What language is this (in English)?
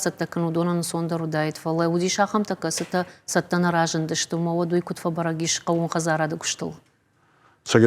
Ossetic